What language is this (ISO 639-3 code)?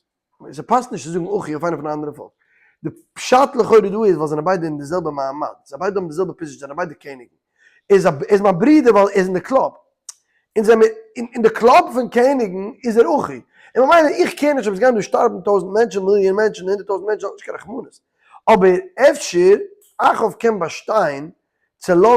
yid